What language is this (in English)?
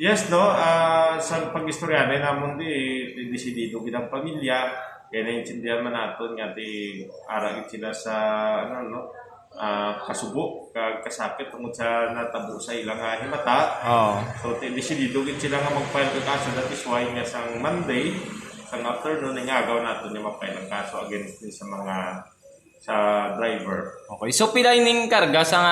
Hiligaynon